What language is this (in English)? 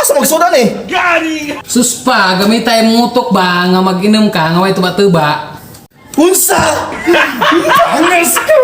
Cebuano